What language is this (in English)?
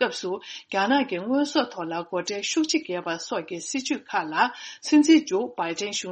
Tibetan